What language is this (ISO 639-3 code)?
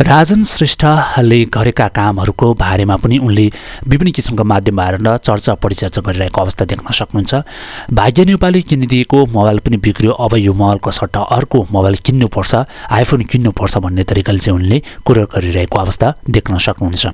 nep